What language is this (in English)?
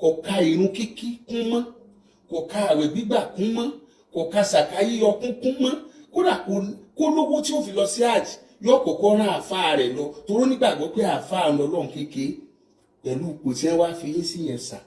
Yoruba